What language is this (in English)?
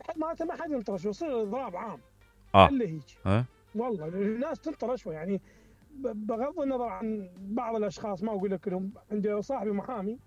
Mesopotamian Arabic